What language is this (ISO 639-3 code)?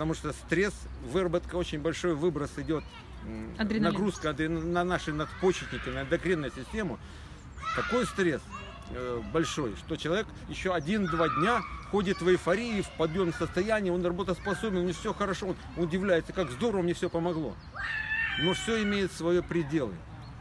rus